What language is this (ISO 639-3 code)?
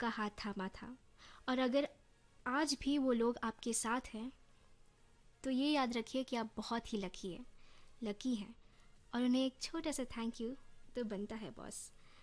hin